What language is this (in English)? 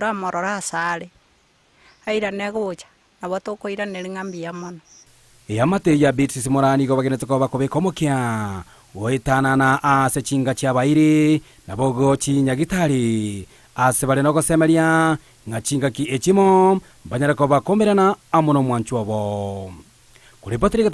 Gusii